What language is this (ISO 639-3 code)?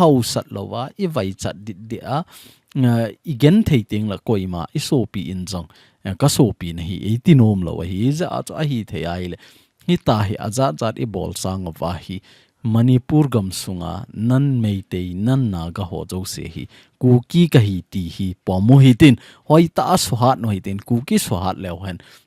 tcz